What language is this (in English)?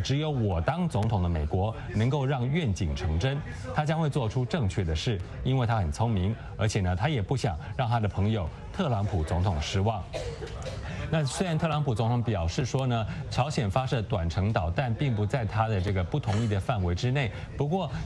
Chinese